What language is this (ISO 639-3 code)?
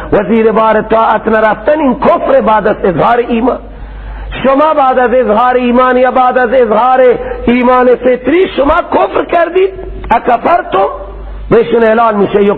fas